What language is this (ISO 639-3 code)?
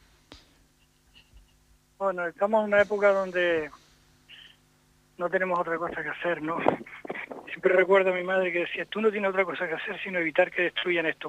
spa